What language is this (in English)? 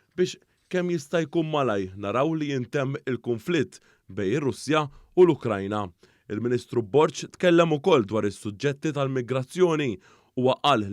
Maltese